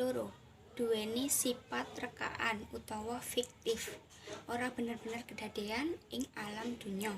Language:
Javanese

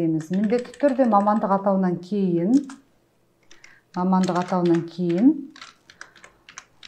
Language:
Kazakh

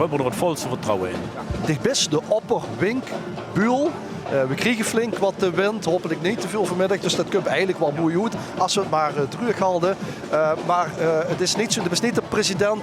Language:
Limburgish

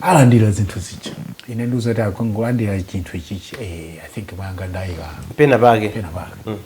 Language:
Nyanja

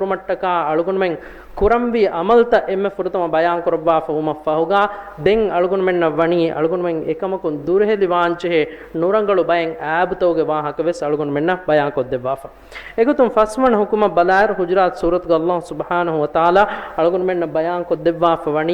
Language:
Divehi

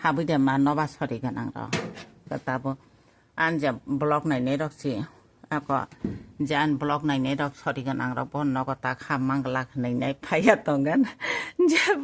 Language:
Kok Borok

